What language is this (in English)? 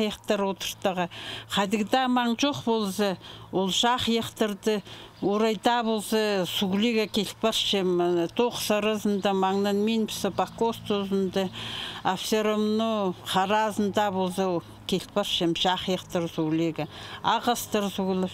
Khakas